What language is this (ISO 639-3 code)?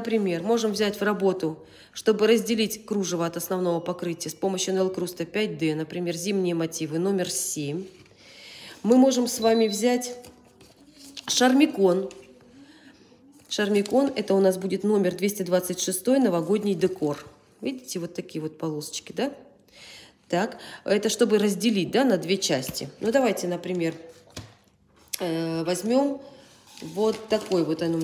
rus